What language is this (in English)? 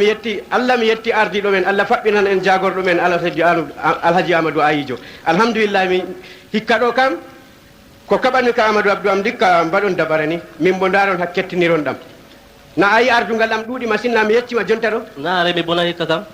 Fula